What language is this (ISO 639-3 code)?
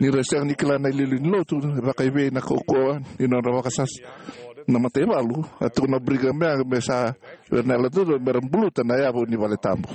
fij